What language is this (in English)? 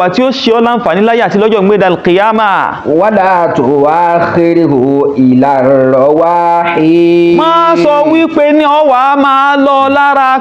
Yoruba